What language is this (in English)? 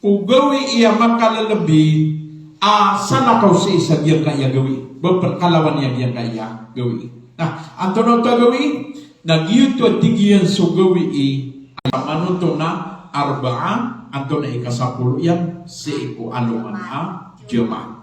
Maranao